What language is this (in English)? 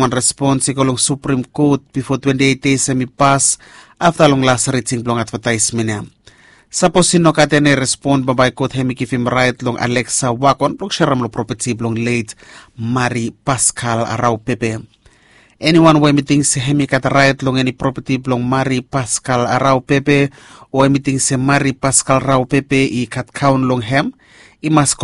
Bislama